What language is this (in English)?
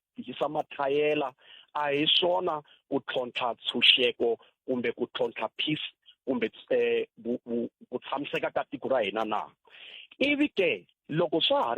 Tsonga